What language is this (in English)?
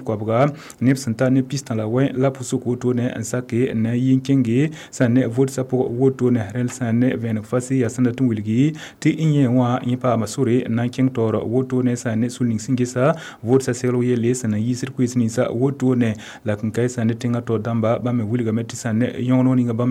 Mossi